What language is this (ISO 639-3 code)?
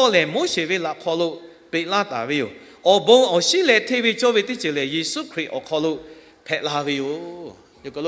lhu